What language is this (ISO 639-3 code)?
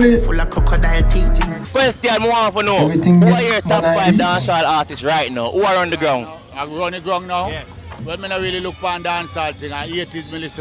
jam